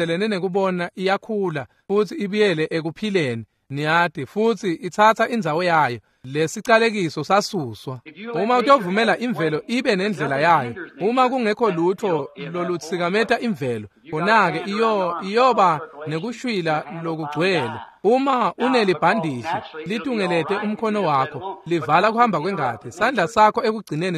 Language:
Swati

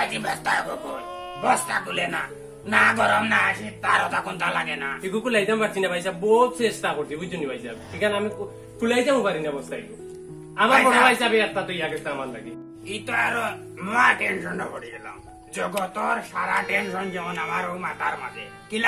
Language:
Sylheti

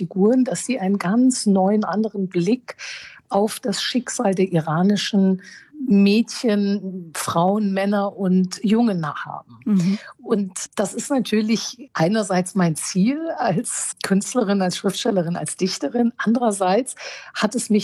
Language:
German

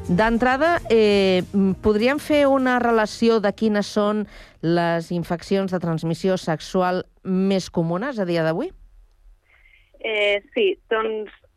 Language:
Catalan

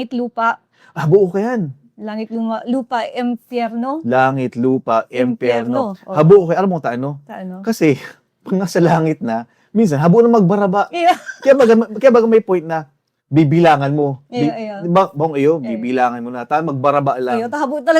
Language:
Bikol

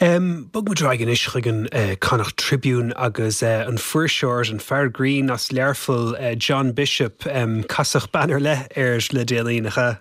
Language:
Irish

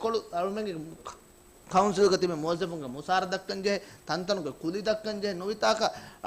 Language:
Divehi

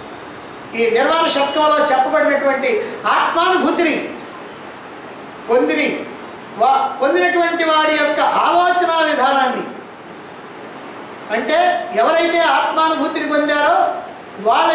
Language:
Telugu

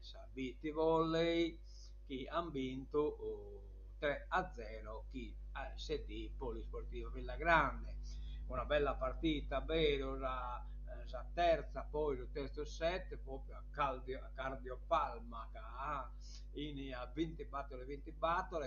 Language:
Sardinian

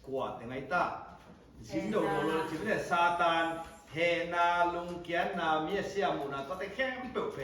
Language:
Tedim Chin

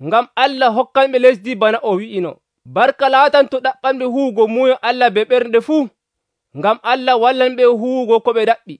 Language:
Nigerian Fulfulde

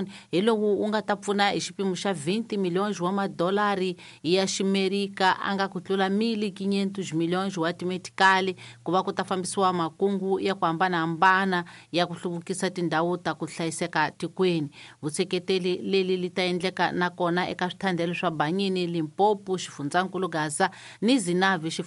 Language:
Tsonga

